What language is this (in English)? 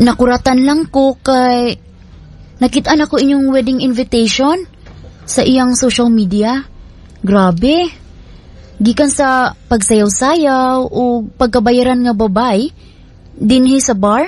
Cebuano